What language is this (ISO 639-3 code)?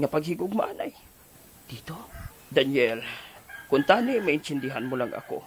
hil